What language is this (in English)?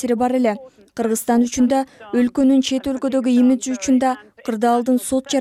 Kyrgyz